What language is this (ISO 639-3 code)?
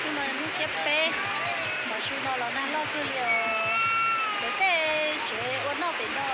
hmn